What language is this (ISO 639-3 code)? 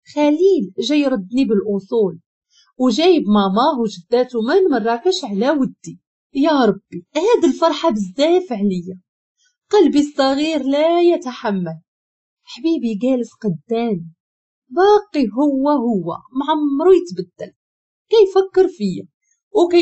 ary